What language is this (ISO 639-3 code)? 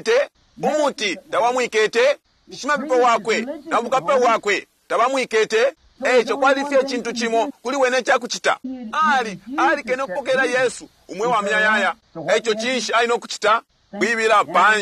bem